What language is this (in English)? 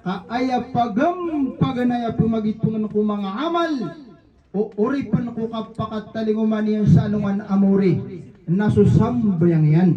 Maranao